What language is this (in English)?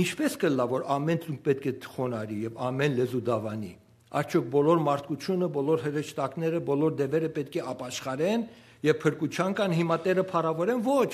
Western Armenian